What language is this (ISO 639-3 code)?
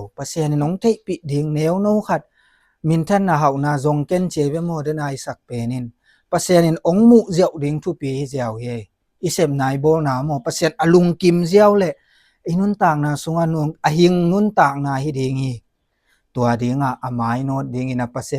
ctd